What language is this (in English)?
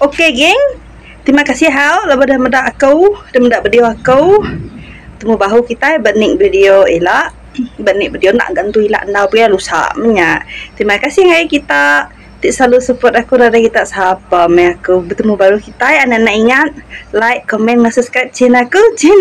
Iban